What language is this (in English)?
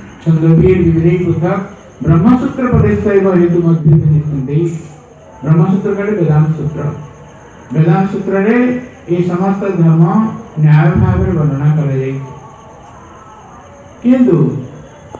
Odia